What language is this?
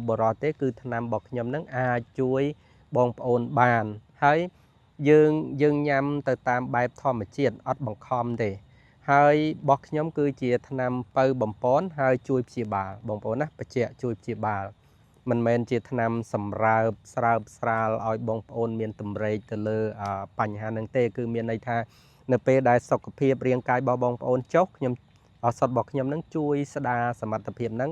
Khmer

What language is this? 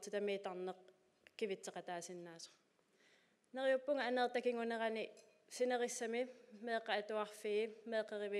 Kalaallisut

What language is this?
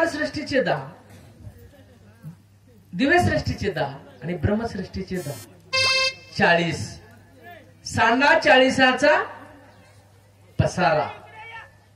Marathi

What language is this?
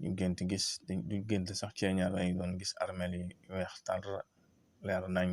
Wolof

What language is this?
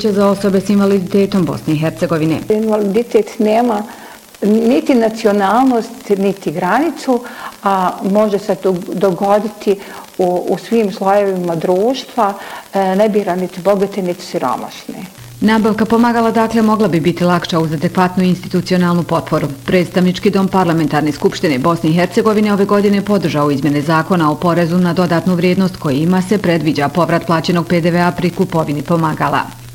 Bosnian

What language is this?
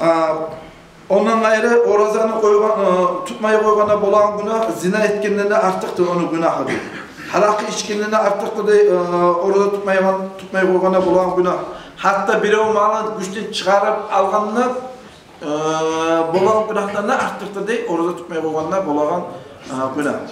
Kumyk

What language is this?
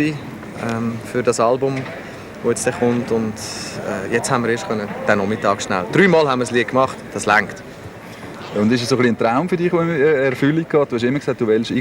Swiss German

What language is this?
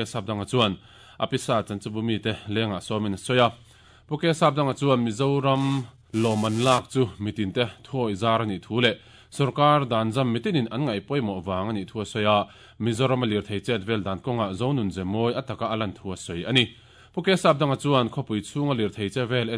Mizo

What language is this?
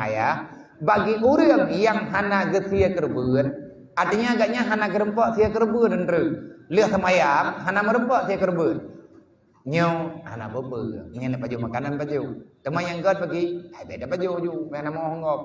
Achinese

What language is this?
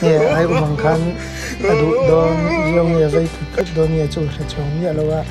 Mizo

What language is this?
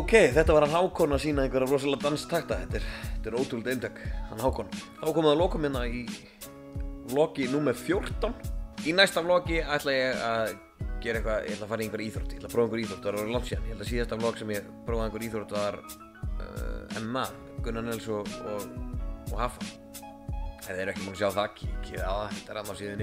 Icelandic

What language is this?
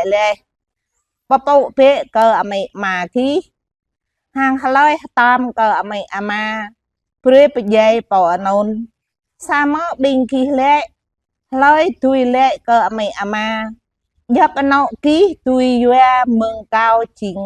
Jarai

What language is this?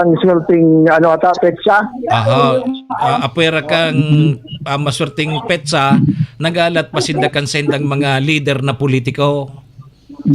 Bikol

